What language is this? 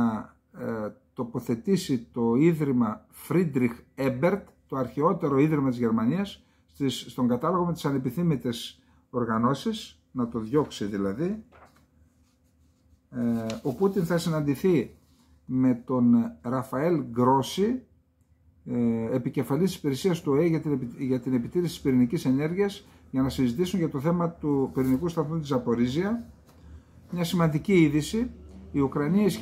Greek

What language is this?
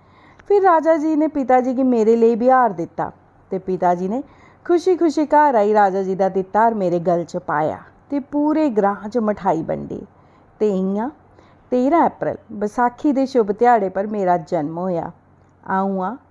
Dogri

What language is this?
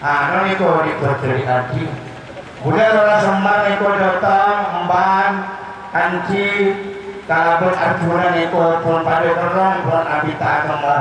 Madurese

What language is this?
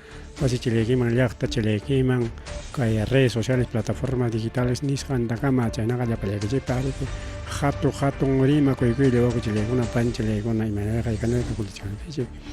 Ayacucho Quechua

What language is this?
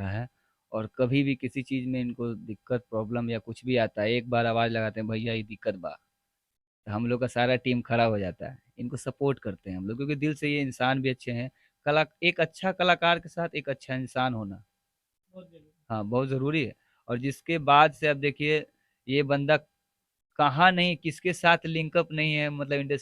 Bhojpuri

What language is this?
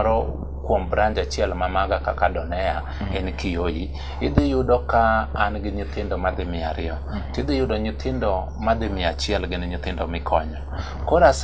Luo (Kenya and Tanzania)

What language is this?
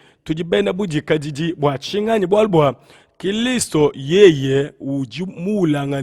Luba-Lulua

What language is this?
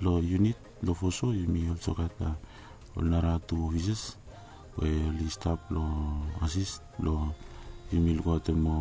Bislama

